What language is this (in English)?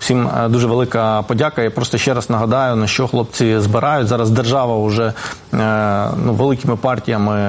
Ukrainian